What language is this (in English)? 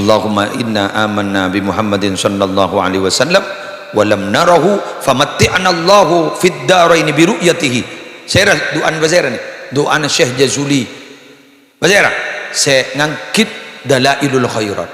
Madurese